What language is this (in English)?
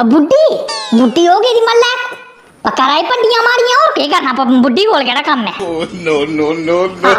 Dogri